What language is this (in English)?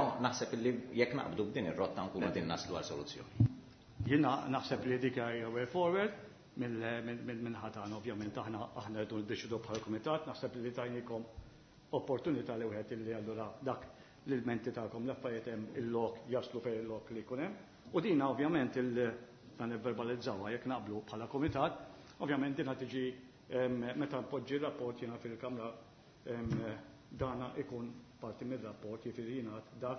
Maltese